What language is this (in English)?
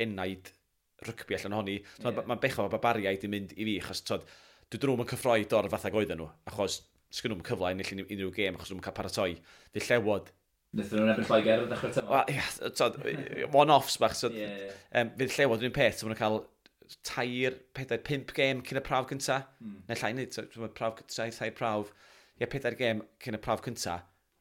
Welsh